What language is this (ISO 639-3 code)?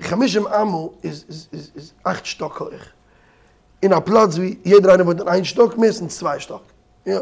yid